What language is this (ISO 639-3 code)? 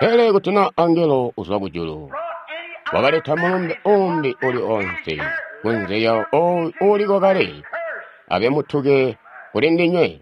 toi